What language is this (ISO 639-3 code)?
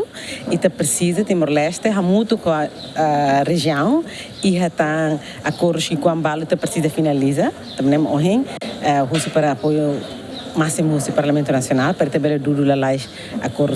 tet